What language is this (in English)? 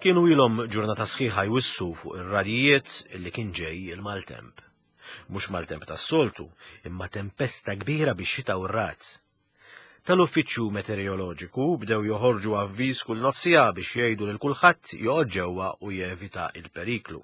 Maltese